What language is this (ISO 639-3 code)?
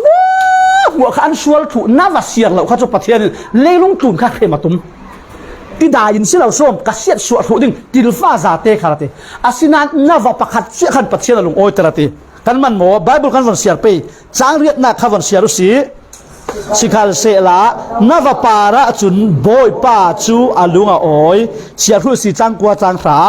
cfm